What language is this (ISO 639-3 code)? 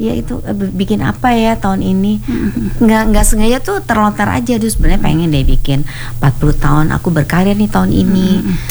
ind